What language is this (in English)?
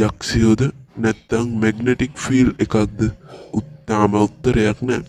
Sinhala